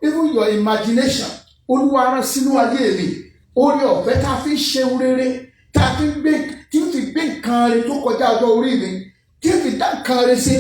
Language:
Yoruba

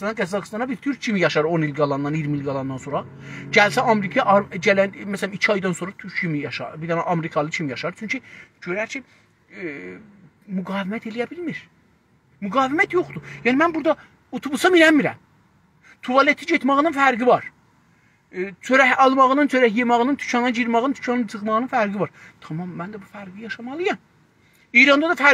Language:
South Azerbaijani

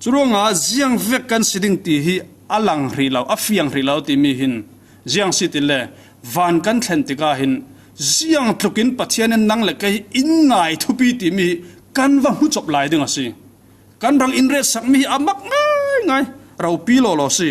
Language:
Falam Chin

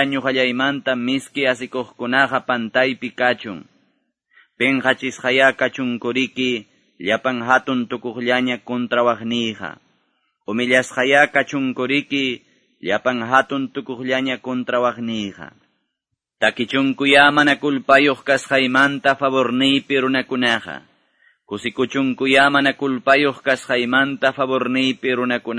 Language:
Quechua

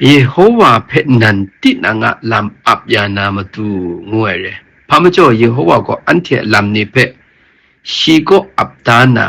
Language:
Kachin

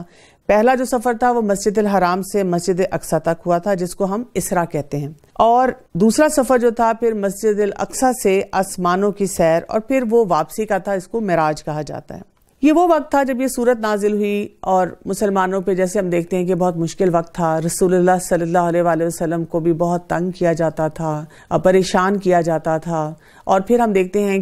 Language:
Urdu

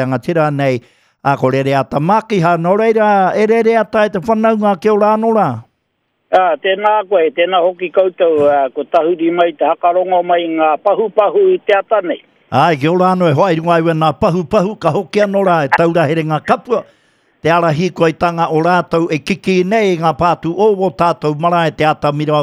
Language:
Māori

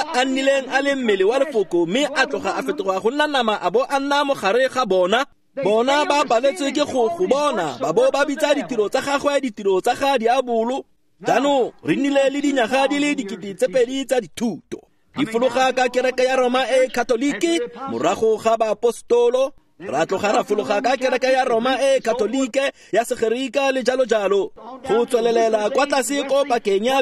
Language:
Tswana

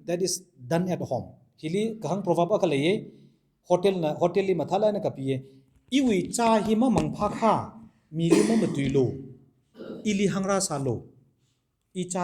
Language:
Tangkhul Naga (India)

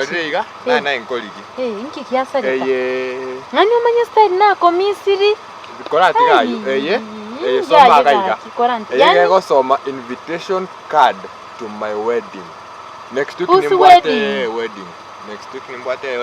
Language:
Gusii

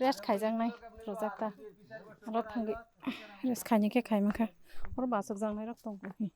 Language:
Kok Borok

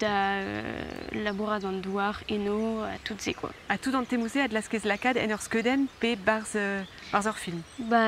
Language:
Breton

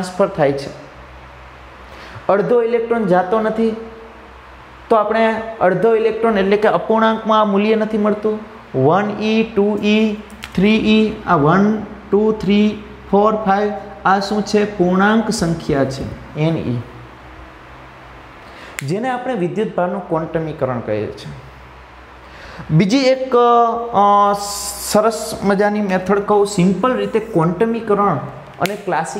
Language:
Gujarati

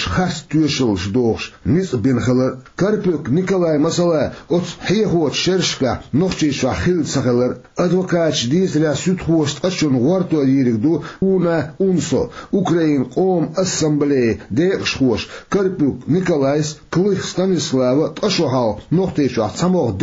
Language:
Chechen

